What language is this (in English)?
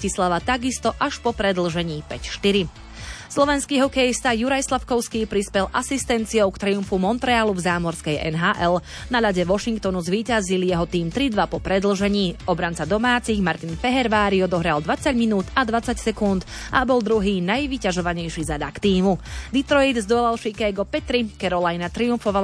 Slovak